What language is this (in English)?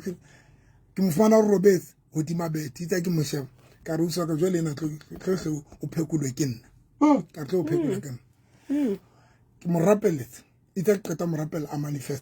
Southern Sotho